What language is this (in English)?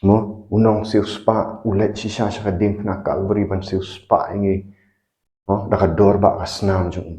Khasi